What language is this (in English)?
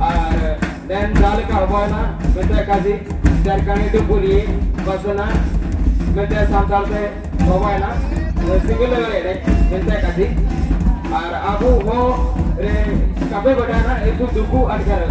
Santali